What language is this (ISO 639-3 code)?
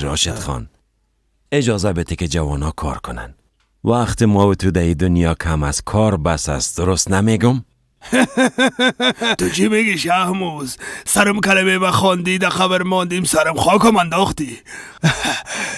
fas